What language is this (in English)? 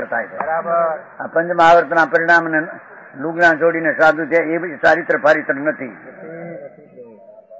Gujarati